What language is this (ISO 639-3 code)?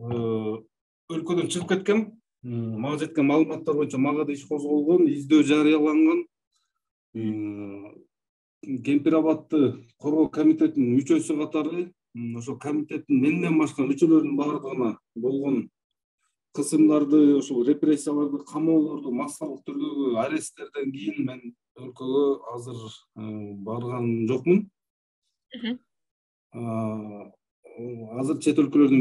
kir